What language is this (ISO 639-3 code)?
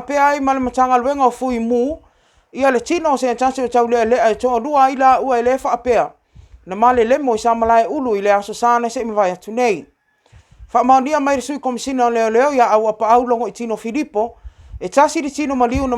smo